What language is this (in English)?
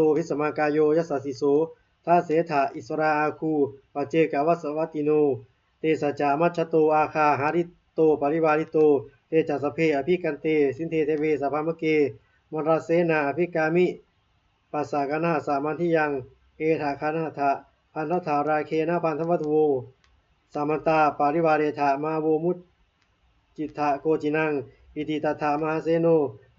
Pali